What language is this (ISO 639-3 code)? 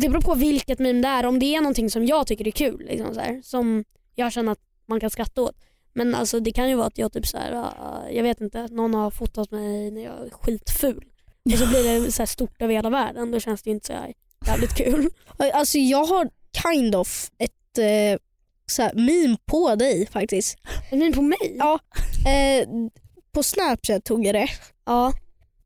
swe